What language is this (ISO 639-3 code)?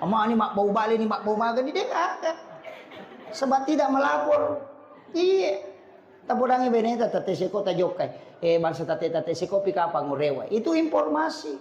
bug